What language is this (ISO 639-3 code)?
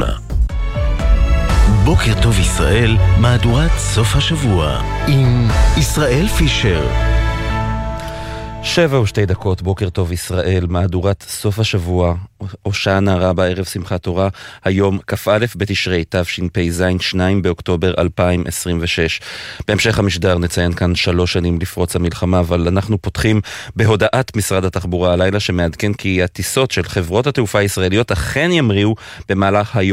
heb